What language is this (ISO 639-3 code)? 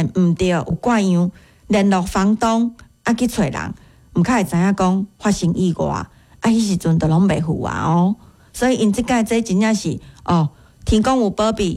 nan